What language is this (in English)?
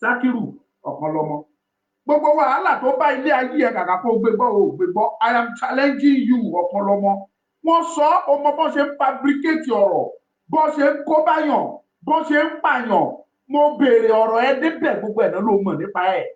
Yoruba